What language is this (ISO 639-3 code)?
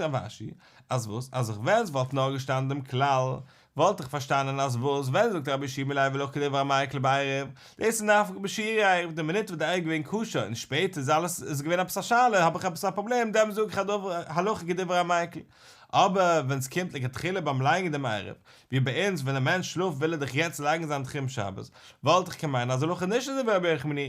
yid